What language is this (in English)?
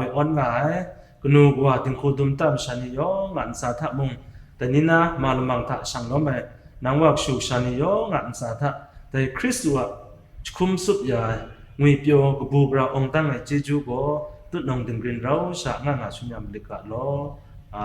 Kachin